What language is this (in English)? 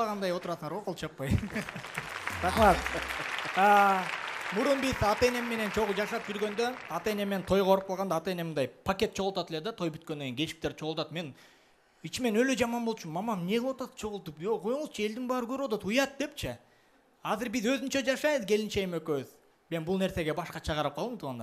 Kyrgyz